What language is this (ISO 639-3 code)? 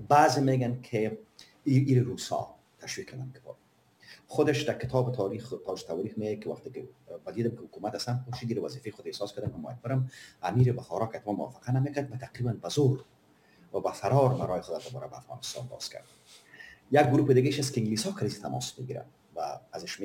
fas